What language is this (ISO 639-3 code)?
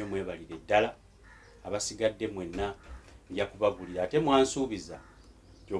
lug